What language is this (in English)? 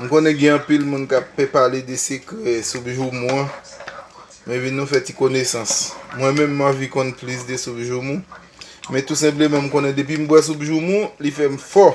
Haitian Creole